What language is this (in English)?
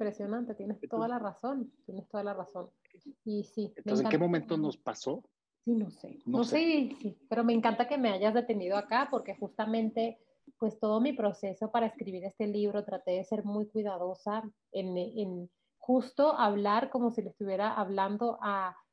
Spanish